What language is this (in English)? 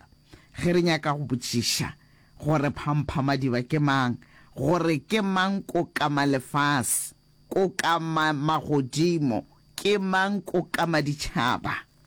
Northern Sotho